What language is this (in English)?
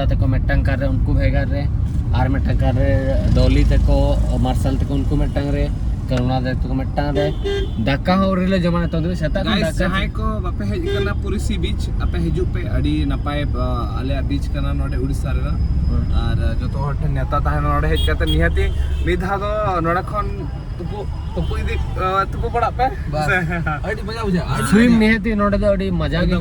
Santali